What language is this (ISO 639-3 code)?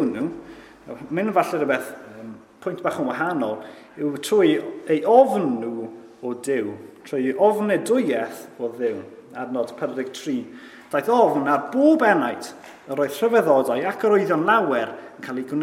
cym